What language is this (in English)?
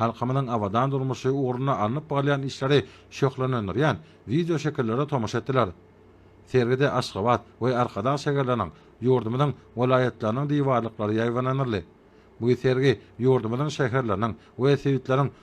Turkmen